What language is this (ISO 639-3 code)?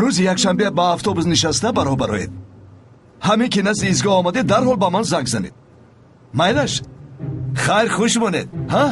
tgk